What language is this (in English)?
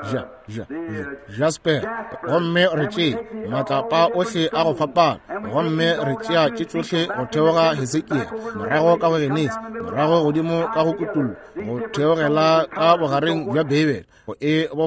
Northern Sotho